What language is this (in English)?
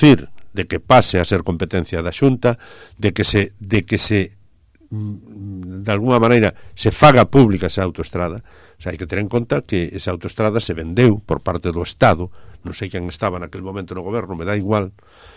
Galician